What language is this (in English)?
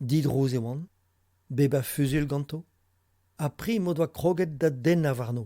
Breton